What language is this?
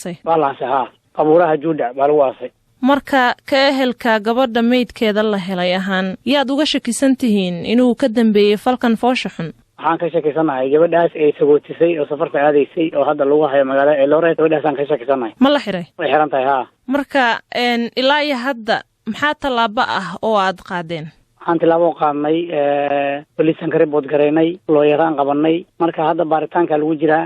Somali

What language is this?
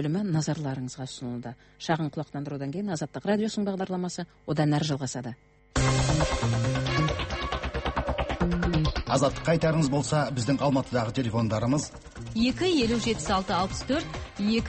Kazakh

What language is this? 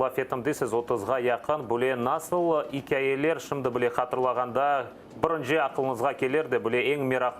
Crimean Tatar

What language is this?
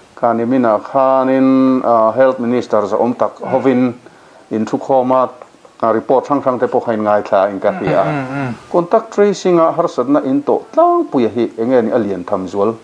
Mizo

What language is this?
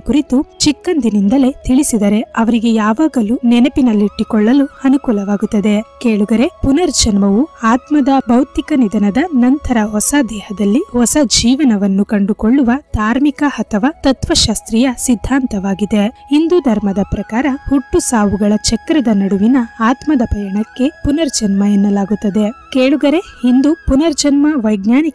Kannada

